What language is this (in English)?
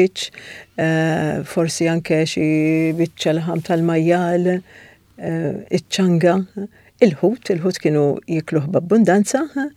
Maltese